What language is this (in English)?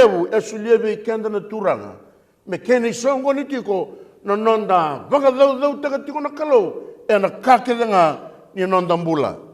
Fijian